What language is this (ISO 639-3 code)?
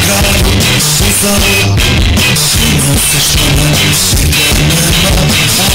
hrv